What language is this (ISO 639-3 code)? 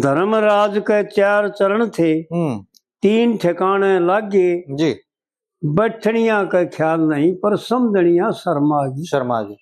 bgc